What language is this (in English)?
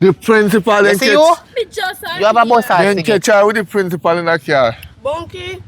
Jamaican Creole English